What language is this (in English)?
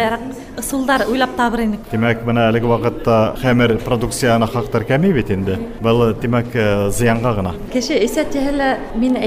Bashkir